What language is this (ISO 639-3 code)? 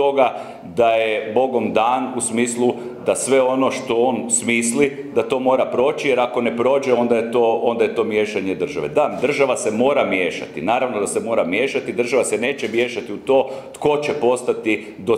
hrv